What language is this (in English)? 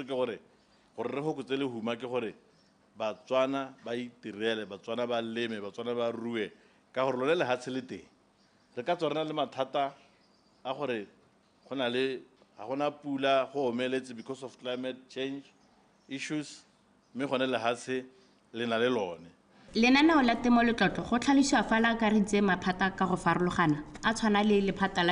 Tswana